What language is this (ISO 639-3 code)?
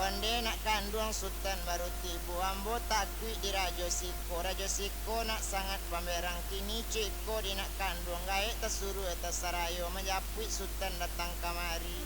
min